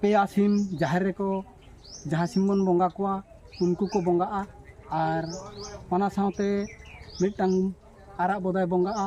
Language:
Santali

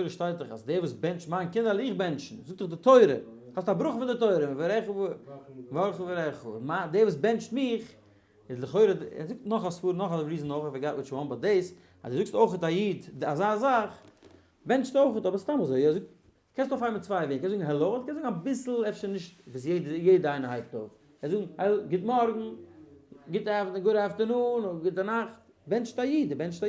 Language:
Yiddish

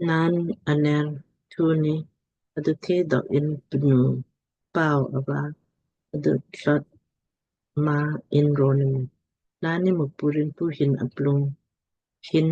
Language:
Lamkang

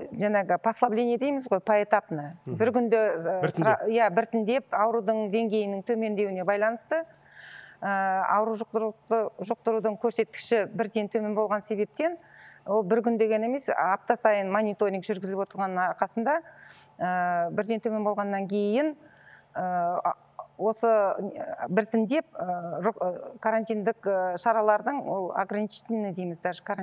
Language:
Kazakh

